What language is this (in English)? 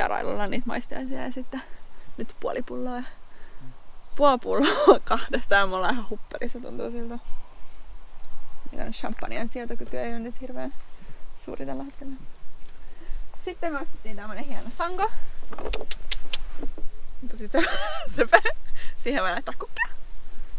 Finnish